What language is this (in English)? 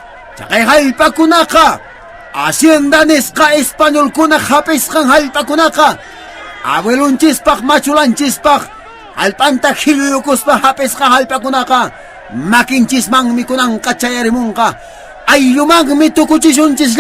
Quechua